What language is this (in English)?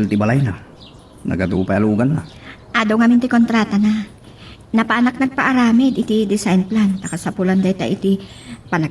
Iloko